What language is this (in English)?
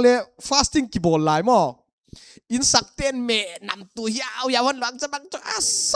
Paite Chin